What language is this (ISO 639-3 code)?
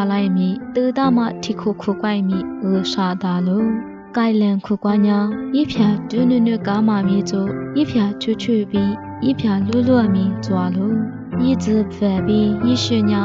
lis